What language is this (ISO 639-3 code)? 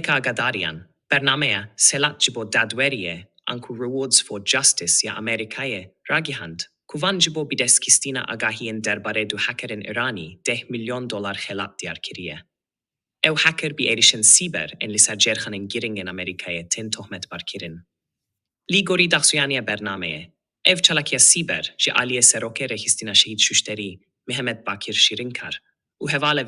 kur